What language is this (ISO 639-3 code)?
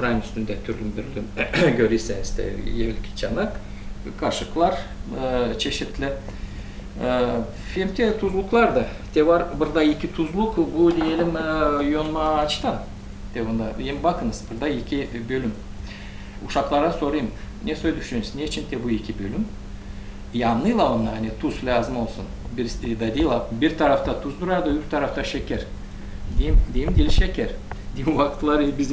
gag